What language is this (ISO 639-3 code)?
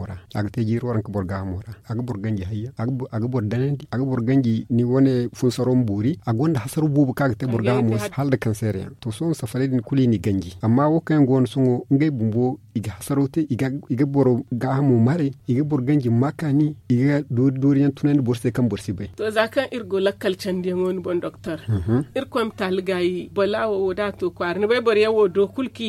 dje